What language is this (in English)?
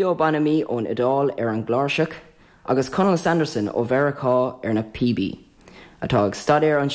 Irish